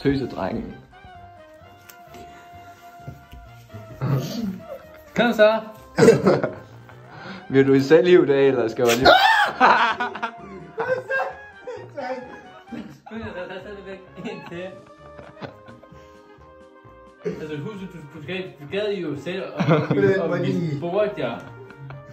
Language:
Danish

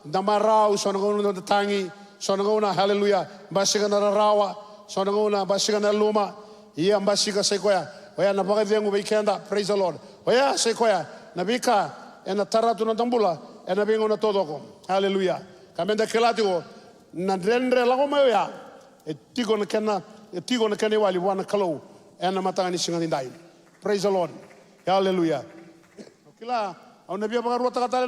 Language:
Fijian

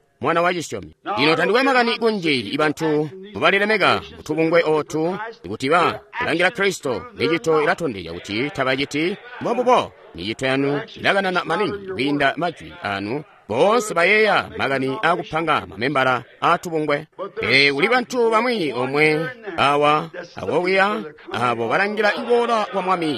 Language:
Tonga (Zambia)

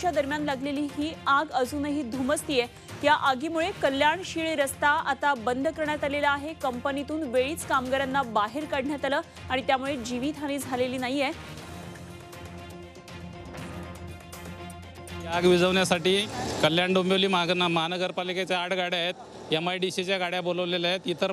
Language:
Marathi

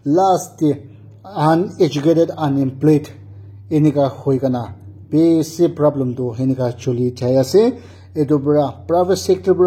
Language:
Naga Pidgin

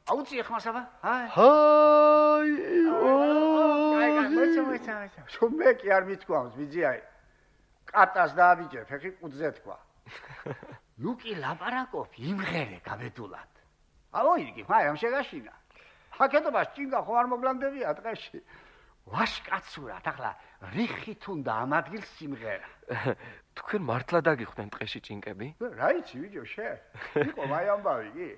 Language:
Georgian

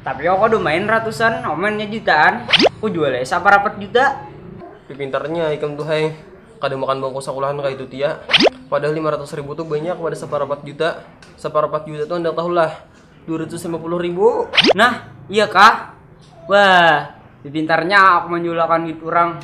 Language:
Banjar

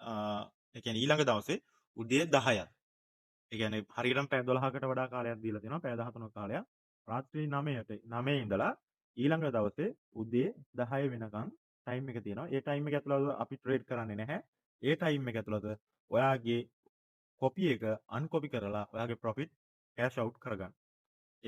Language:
Sinhala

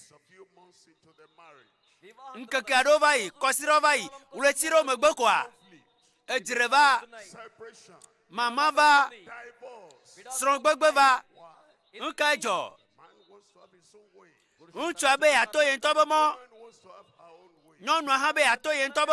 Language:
Ewe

